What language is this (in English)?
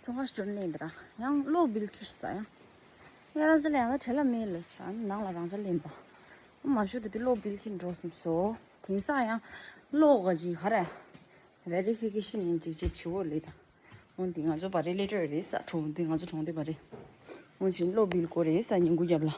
Tibetan